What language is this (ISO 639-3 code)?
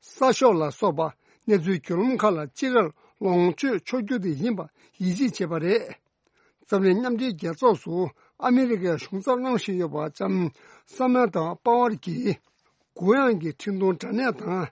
bod